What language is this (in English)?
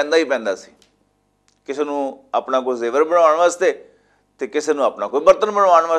Western Panjabi